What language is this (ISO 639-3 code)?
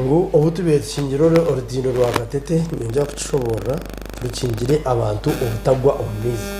nyn